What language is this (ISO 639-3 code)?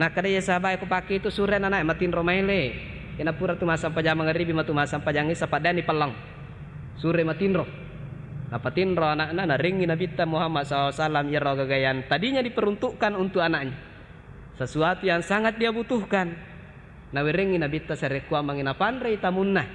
bug